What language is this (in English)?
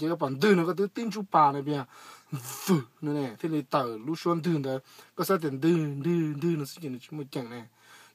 Hmong